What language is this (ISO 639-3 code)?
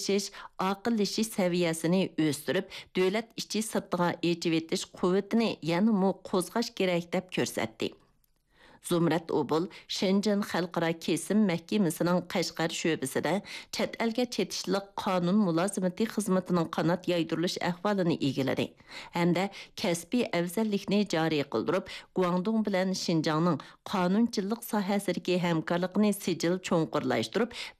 uig